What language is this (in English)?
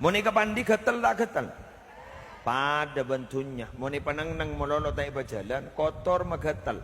Madurese